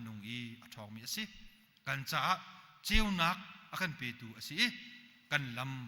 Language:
Hakha Chin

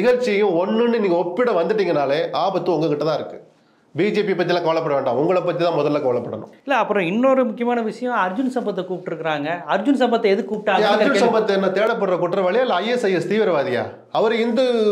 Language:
Tamil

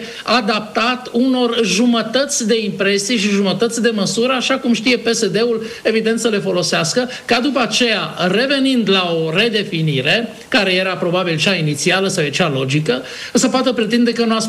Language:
Romanian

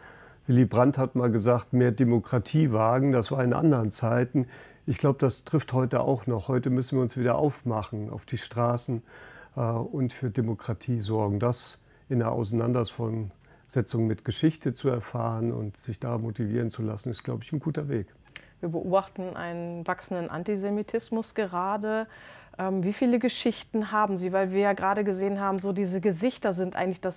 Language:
German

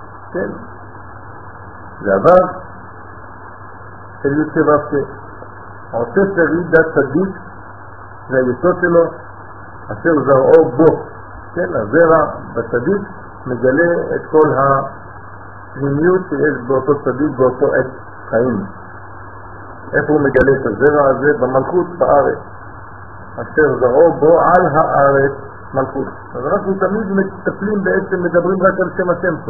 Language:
Hebrew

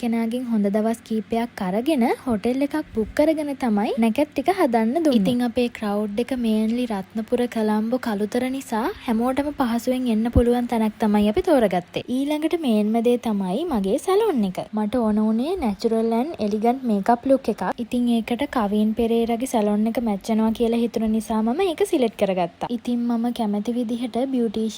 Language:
Sinhala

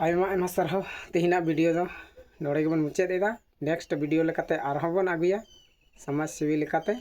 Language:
Santali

